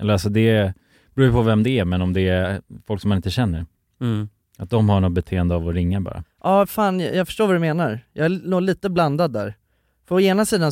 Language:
Swedish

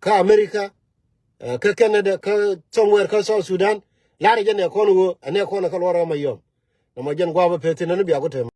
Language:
Nuer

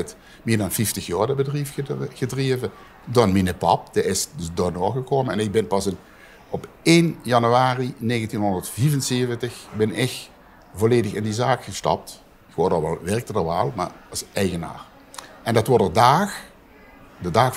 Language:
Limburgish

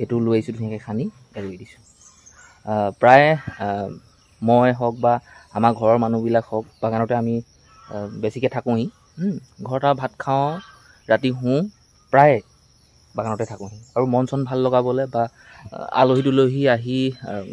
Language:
Assamese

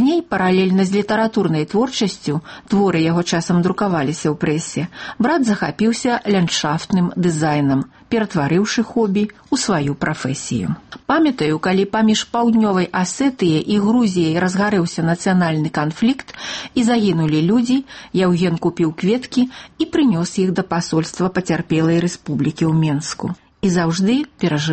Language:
Belarusian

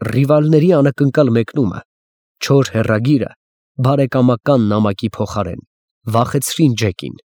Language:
Armenian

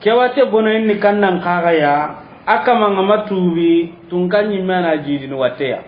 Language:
Soninke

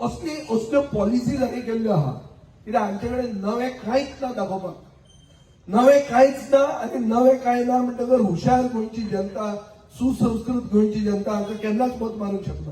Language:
Konkani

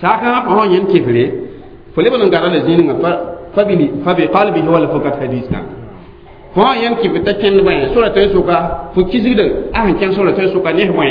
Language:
Mossi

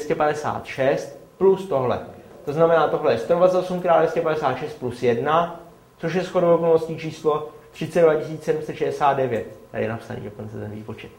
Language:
Czech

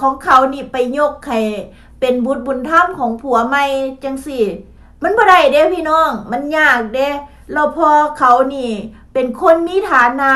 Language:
Lao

